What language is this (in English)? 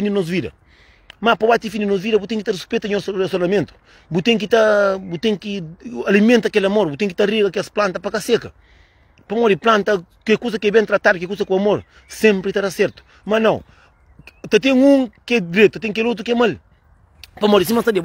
Kabuverdianu